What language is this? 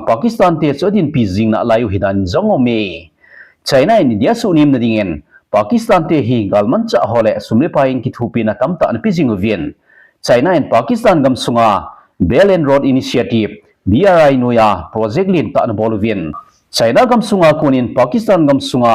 Thado Chin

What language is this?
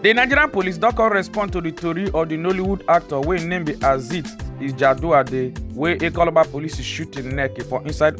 Nigerian Pidgin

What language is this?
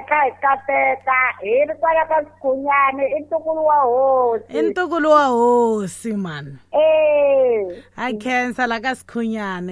Tsonga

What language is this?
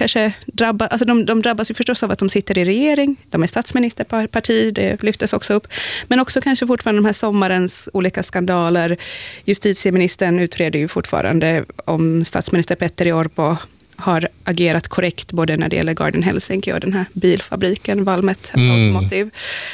Swedish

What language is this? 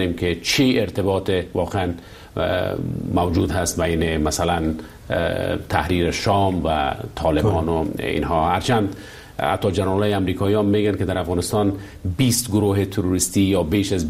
Persian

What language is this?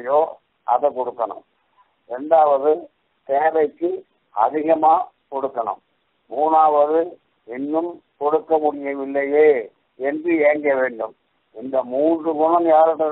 Tamil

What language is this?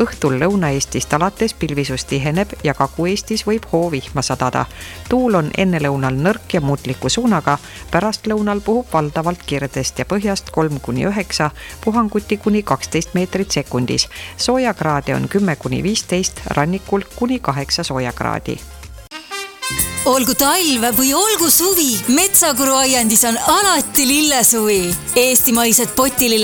Estonian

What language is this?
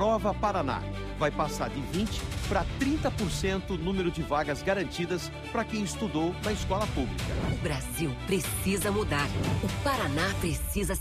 Portuguese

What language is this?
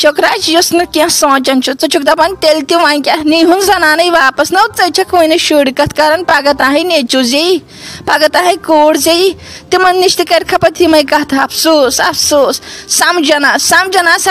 Kashmiri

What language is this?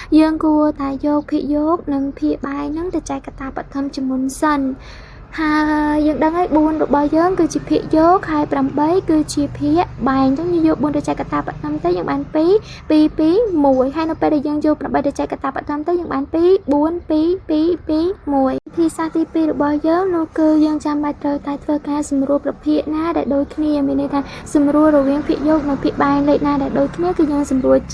Khmer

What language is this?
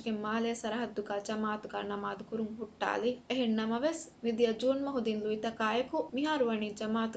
Divehi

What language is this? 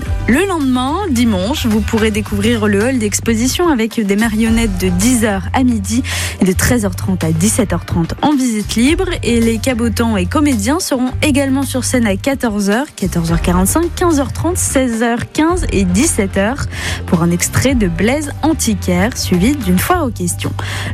French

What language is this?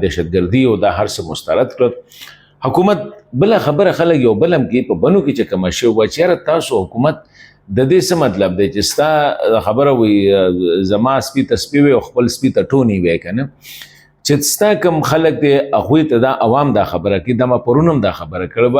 Pashto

